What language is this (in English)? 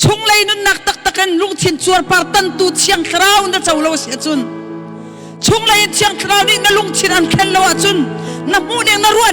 Hakha Chin